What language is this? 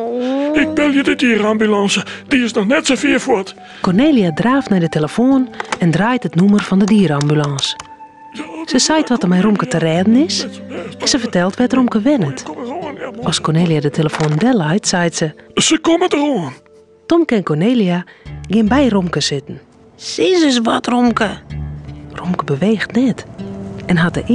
Western Frisian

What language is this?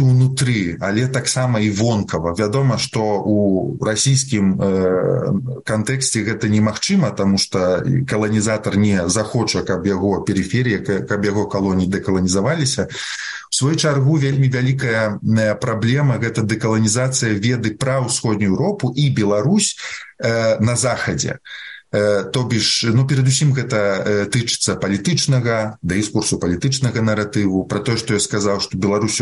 Belarusian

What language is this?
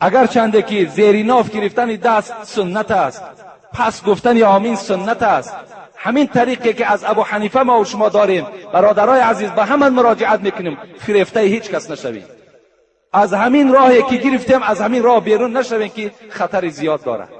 Tajik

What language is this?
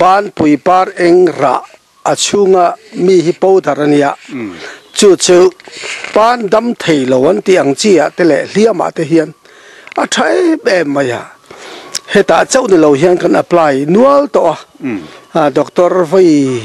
Mizo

